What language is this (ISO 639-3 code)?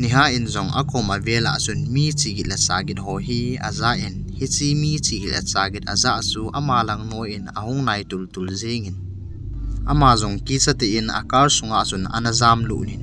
tcz